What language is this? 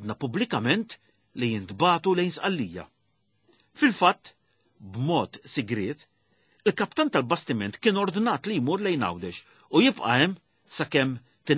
Maltese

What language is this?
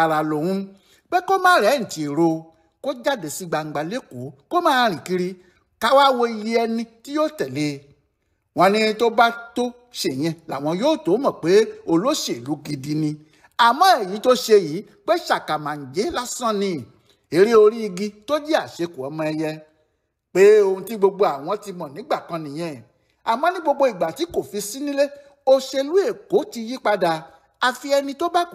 Yoruba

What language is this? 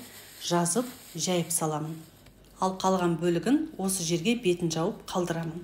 Kazakh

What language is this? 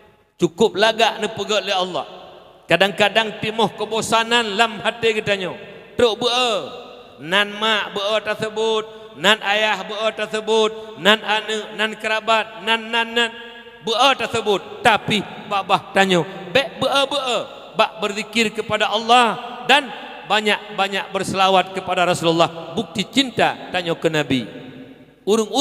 Achinese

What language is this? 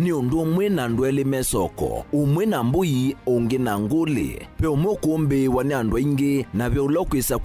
Kamba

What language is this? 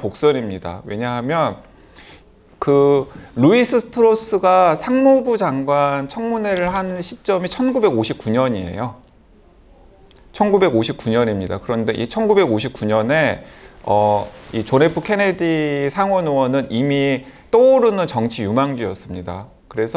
Korean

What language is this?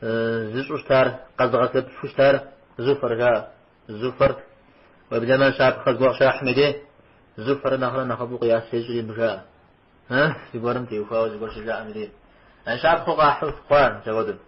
Kabardian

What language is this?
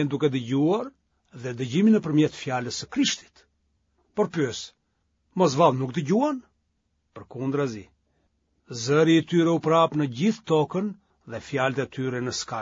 Albanian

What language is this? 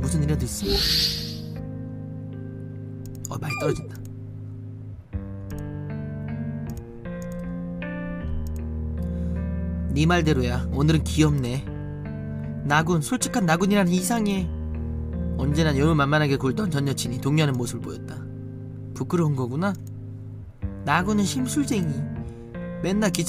Korean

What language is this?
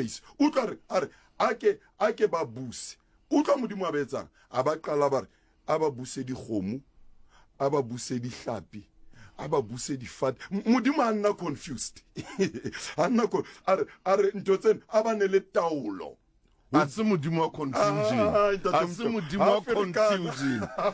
Southern Sotho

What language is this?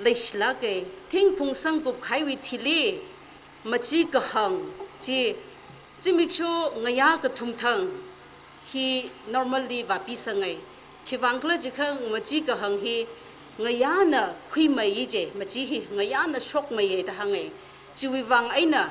Tangkhul Naga (India)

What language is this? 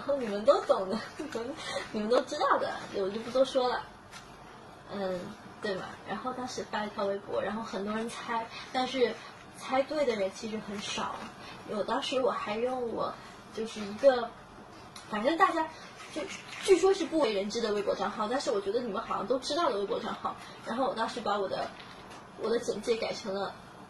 Chinese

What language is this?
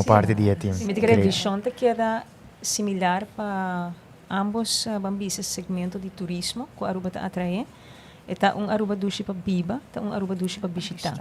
Papiamento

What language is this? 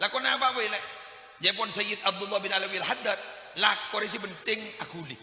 Madurese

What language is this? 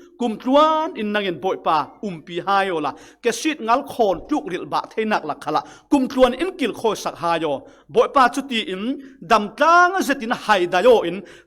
Falam Chin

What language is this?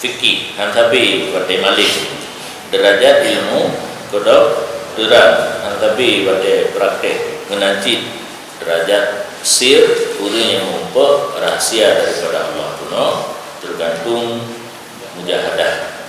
Achinese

